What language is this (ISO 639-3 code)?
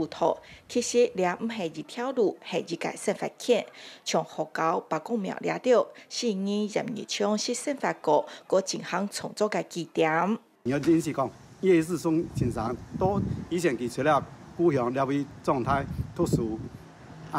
hak